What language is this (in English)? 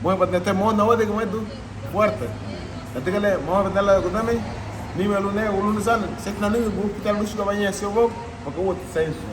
Garifuna